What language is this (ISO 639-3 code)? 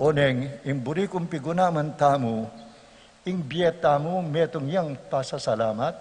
pam